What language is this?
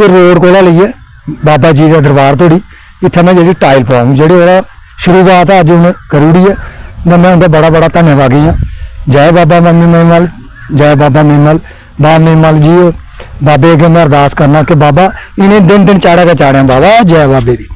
Dogri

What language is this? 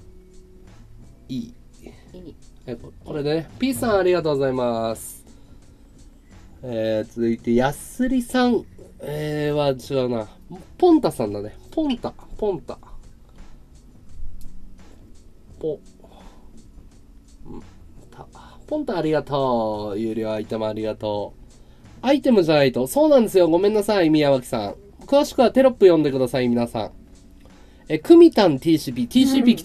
Japanese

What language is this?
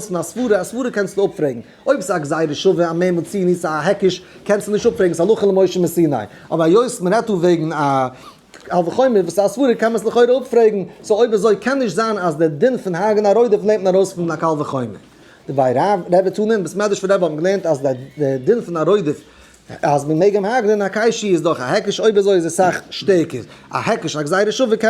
Yiddish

